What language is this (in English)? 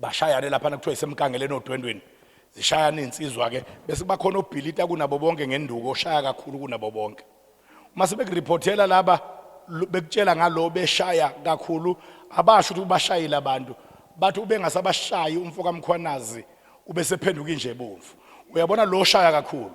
Zulu